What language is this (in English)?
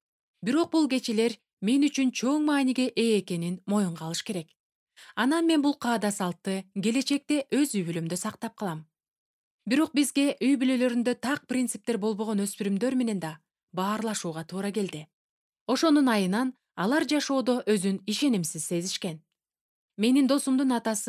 Kyrgyz